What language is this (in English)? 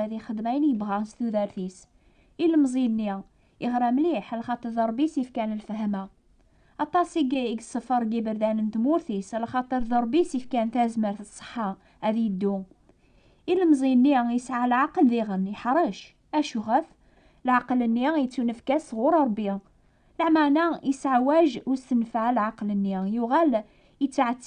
Kabyle